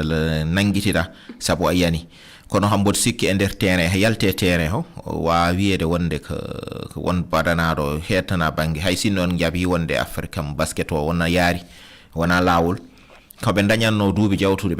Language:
Fula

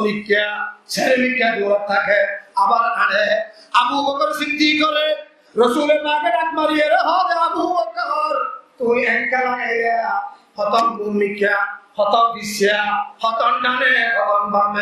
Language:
Rohingya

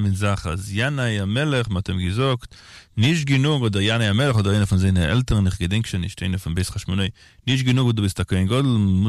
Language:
Yiddish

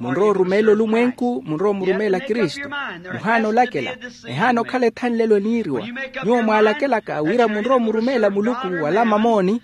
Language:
Makhuwa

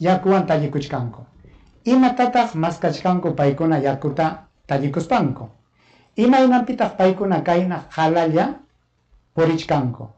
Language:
Ayacucho Quechua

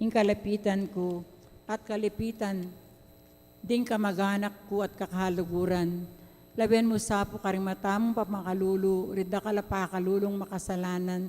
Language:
Pampanga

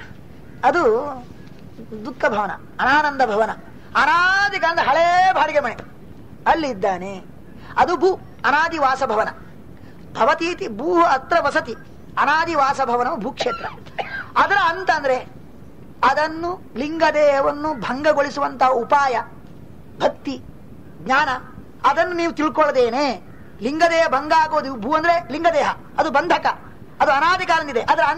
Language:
Kannada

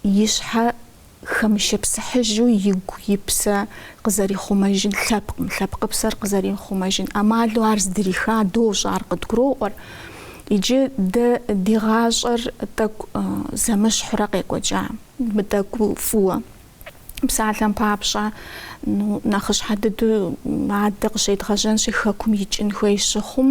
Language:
Kabardian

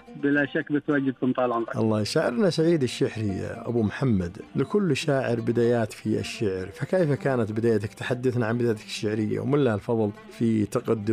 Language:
Najdi Arabic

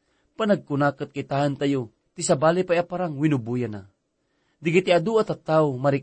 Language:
Iloko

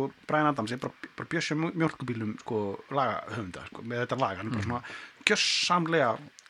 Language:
Icelandic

